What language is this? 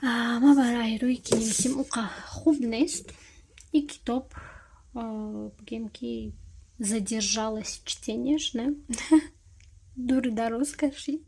Tajik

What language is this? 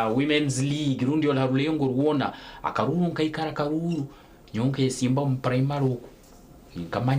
Nyankole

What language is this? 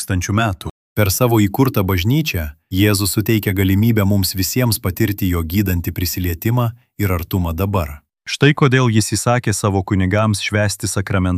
Lithuanian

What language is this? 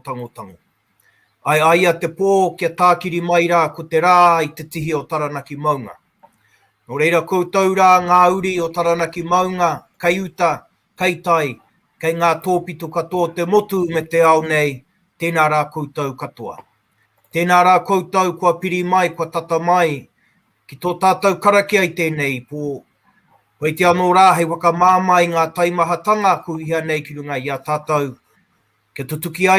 Māori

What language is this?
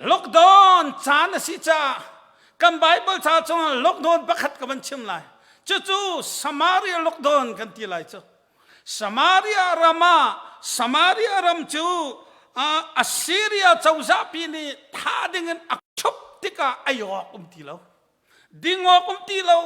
Hakha Chin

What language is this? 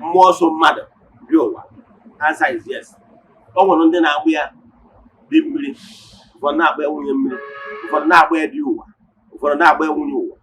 Igbo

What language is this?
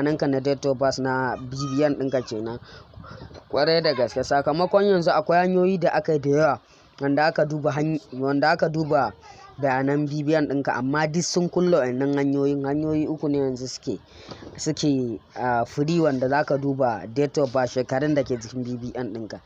Hausa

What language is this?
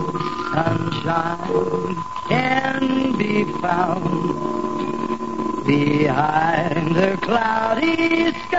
Hungarian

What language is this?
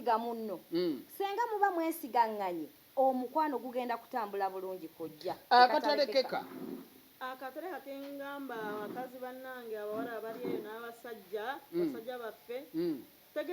Ganda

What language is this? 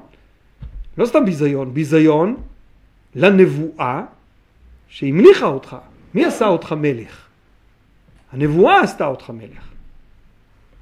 Hebrew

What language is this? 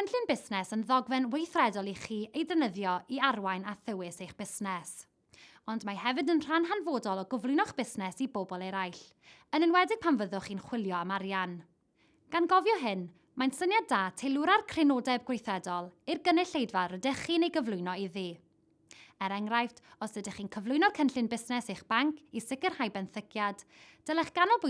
Welsh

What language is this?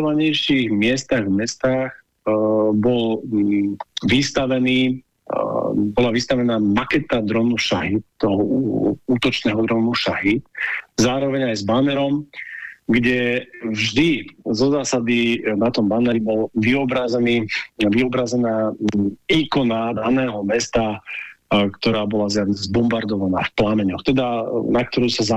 Slovak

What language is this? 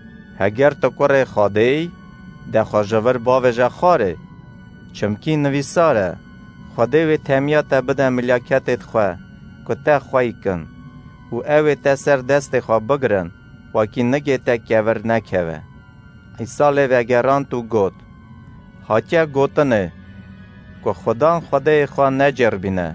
Kurdish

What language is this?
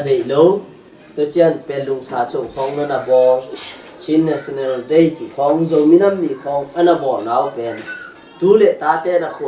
Tedim Chin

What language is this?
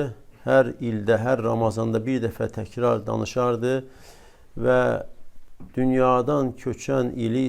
Azerbaijani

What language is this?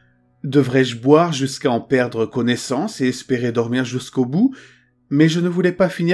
French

